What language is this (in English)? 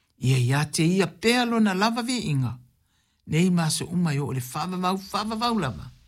Samoan